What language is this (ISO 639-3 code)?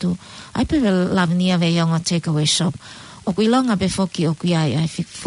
ton